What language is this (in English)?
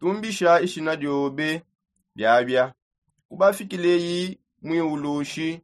Songe